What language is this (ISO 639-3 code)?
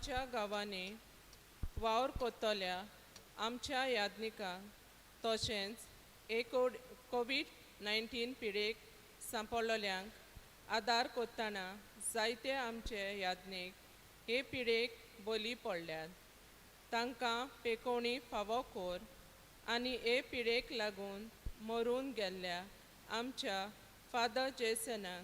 kok